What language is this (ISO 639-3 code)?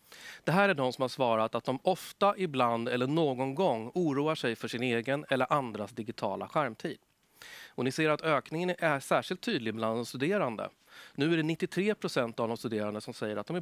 swe